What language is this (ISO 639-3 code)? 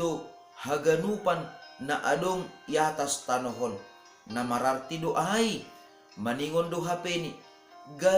bts